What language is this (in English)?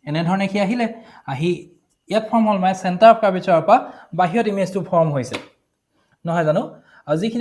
Assamese